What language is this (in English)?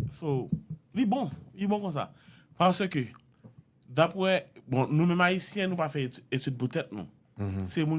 Haitian Creole